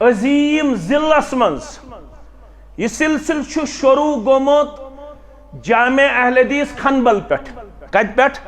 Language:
Kashmiri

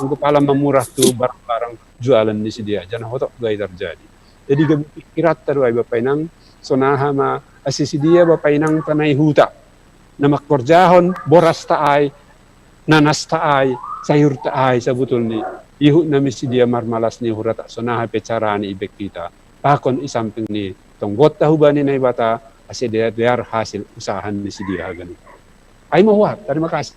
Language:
Batak Simalungun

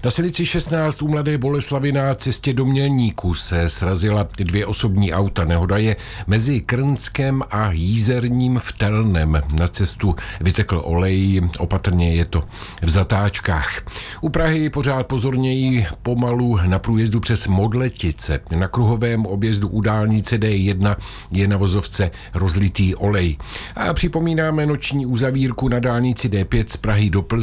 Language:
Czech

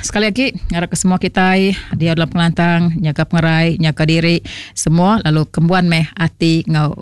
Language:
Iban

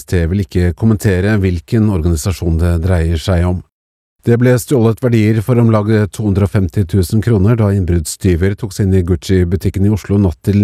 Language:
Norwegian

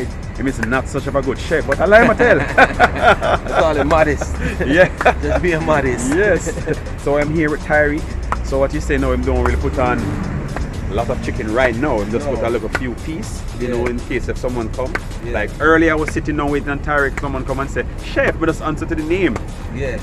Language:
Jamaican Creole English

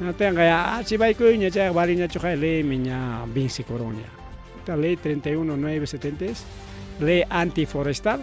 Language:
Ayacucho Quechua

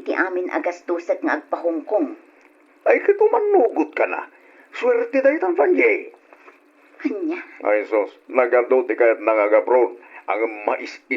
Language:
Iloko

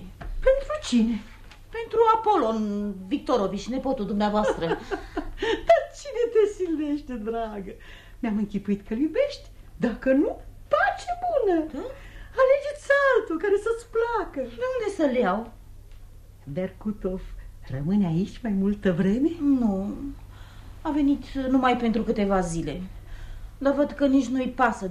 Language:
Romanian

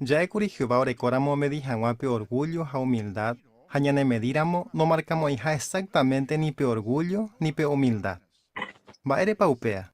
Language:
Guarani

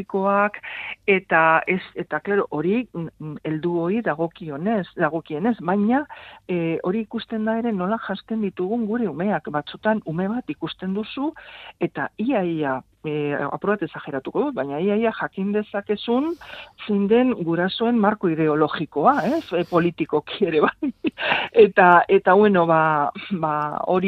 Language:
Basque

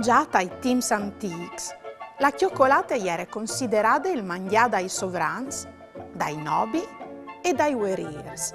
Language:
Friulian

